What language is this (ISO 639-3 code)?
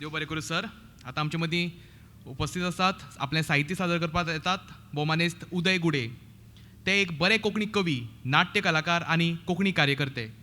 kok